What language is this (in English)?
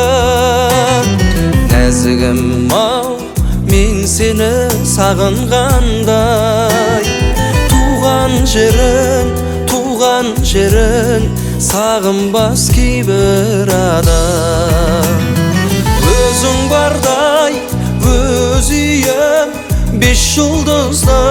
Kazakh